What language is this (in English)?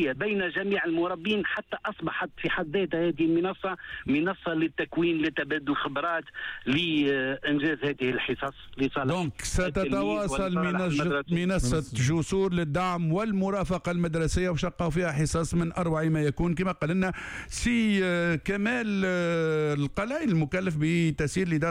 Tunisian Arabic